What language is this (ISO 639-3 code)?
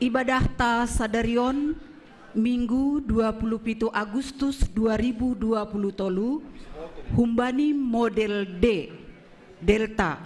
bts